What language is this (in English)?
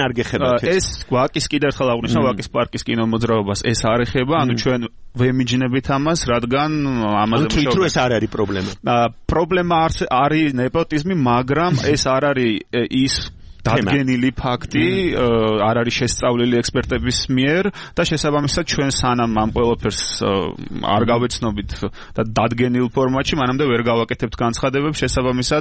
Georgian